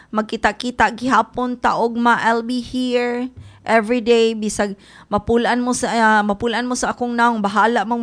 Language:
Cebuano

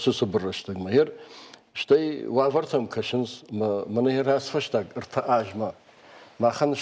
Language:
Ossetic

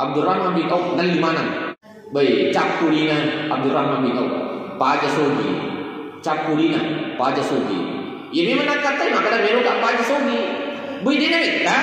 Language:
Buginese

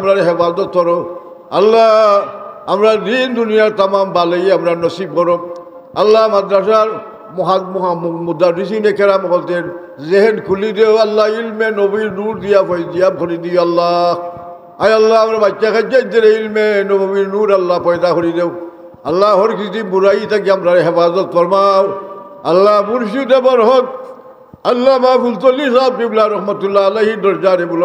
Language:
Sylheti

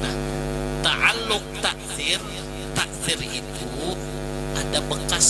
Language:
Banjar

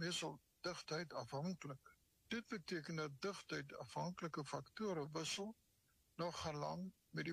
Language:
Afrikaans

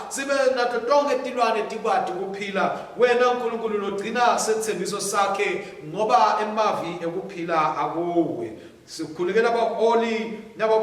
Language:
Swati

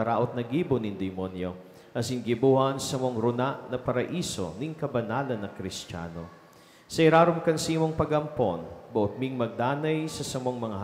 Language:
Bikol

